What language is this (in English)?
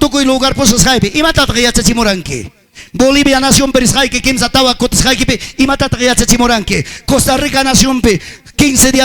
Ayacucho Quechua